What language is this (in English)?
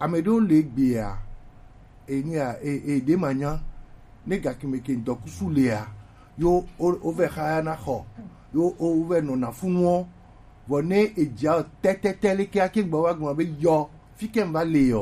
Gen